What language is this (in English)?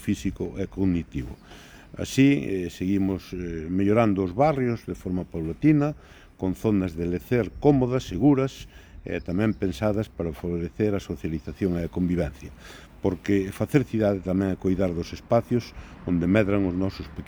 Galician